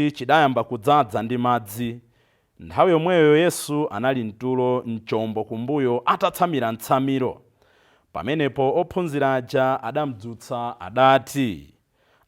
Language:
Nyanja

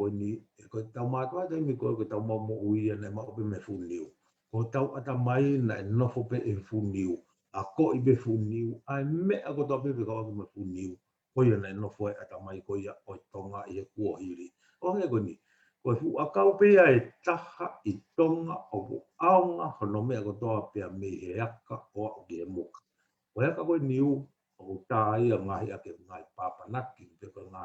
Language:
Tongan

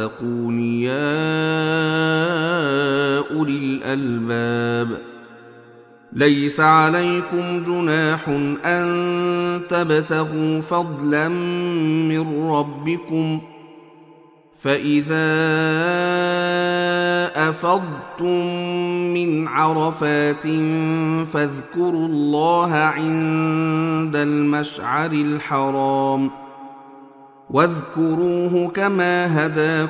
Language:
Arabic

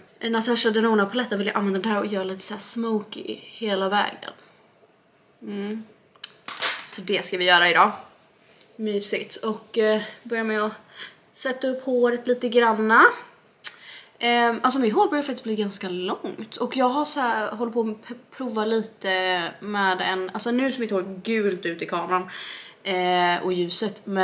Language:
Swedish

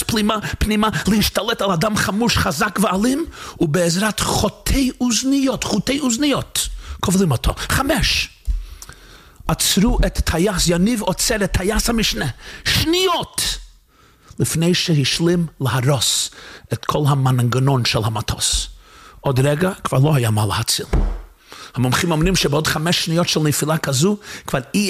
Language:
Hebrew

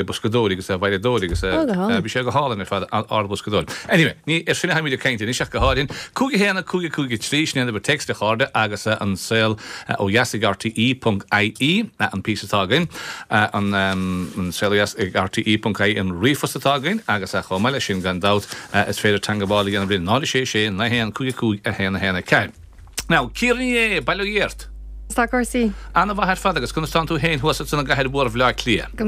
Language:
Irish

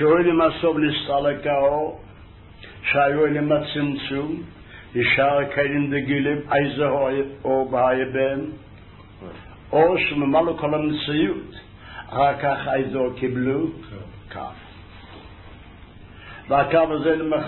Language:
Hebrew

